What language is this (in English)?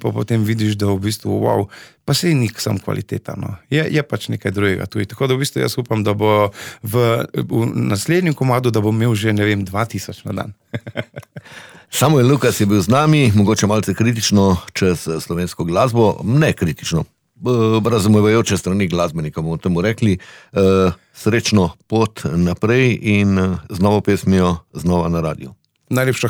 Slovenian